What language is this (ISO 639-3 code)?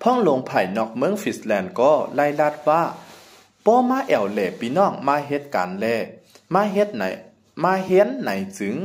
shn